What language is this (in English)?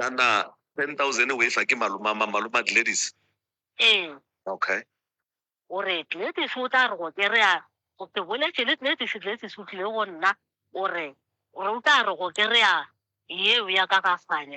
Northern Sotho